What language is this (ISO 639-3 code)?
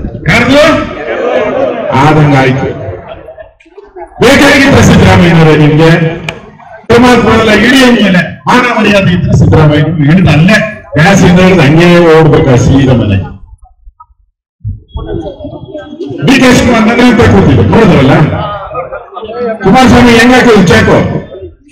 kan